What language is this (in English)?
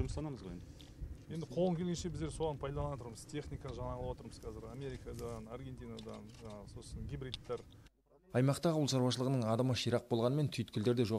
Kazakh